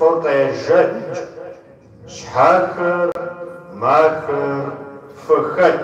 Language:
Kabardian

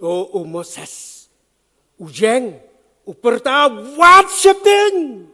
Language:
Khasi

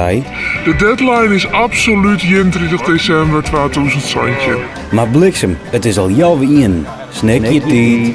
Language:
Western Frisian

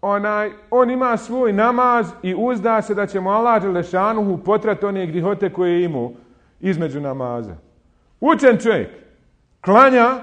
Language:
Bosnian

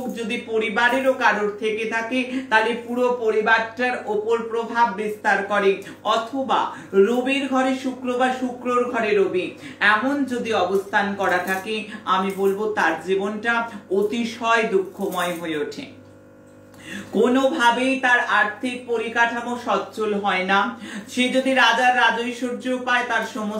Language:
Bangla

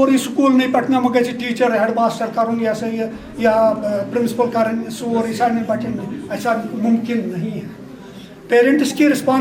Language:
Kashmiri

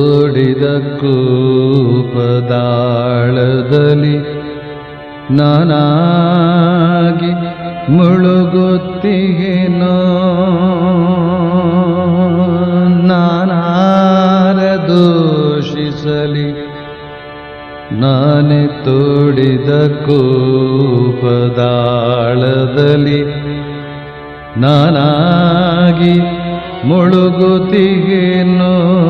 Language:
Kannada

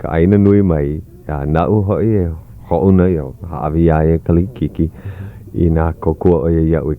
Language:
Hawaiian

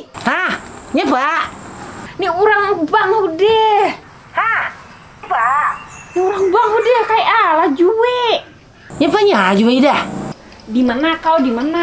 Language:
Banjar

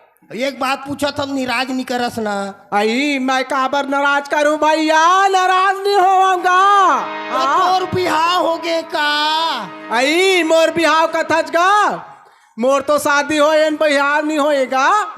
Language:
Chhattisgarhi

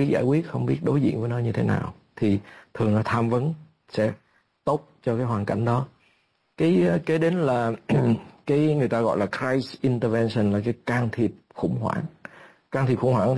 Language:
Vietnamese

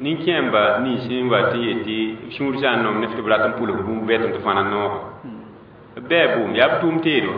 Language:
Mossi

